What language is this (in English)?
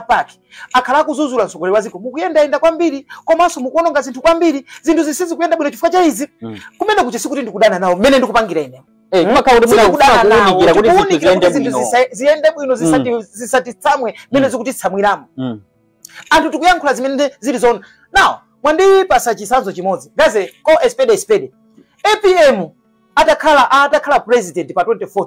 Nyanja